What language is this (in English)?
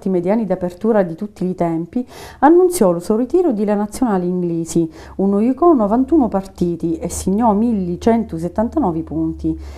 Sicilian